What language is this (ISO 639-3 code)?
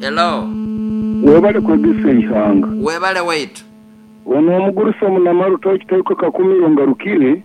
nyn